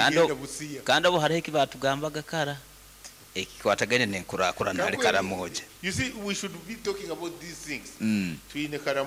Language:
Nyoro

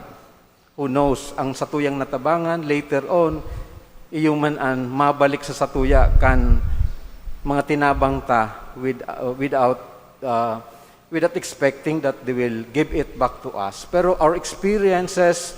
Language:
Bikol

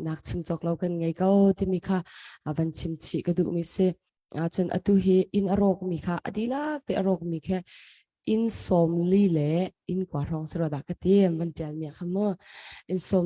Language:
Hakha Chin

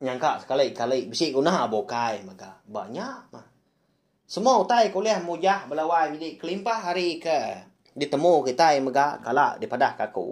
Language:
Iban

